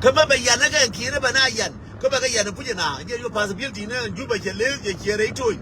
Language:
Nuer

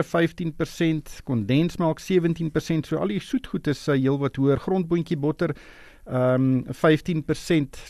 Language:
Afrikaans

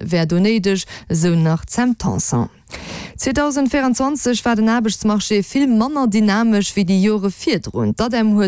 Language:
Luxembourgish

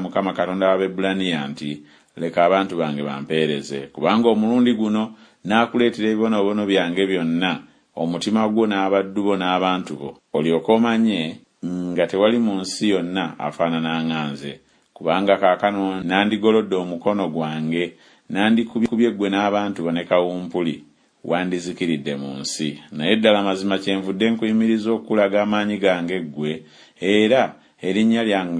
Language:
Ganda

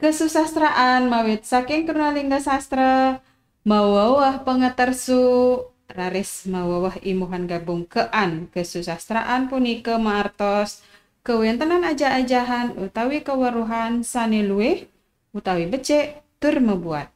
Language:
Balinese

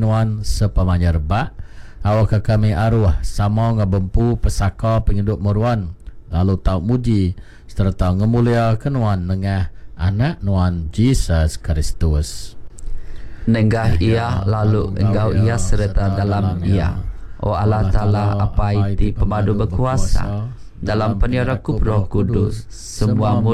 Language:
Iban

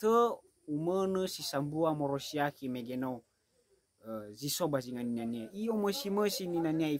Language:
Nias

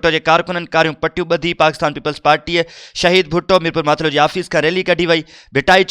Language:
Sindhi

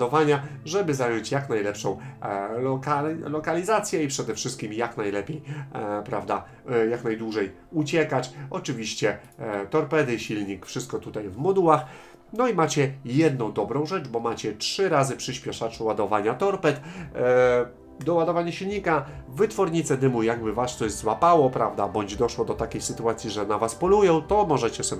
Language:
Polish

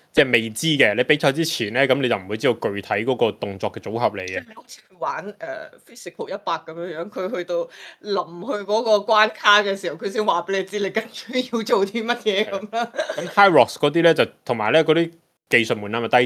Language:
Cantonese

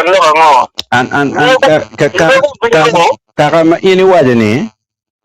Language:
Acoli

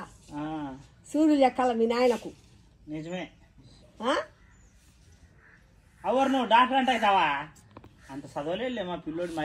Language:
Telugu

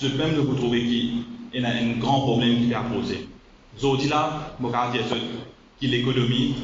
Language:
Morisyen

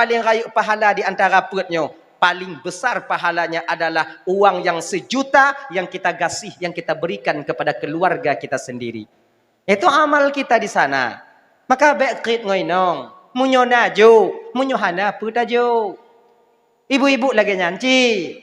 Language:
Achinese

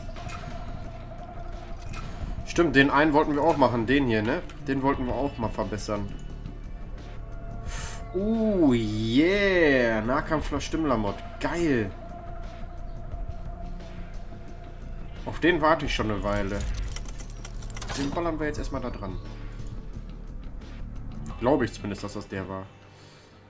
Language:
German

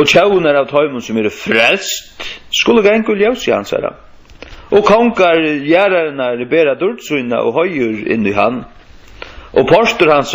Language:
Faroese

